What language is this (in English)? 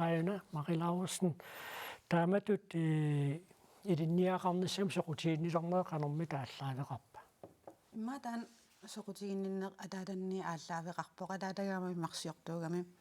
Kalaallisut